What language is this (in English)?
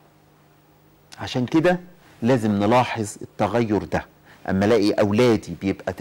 Egyptian Arabic